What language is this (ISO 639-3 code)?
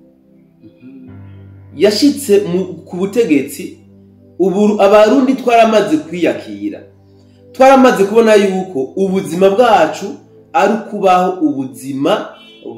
run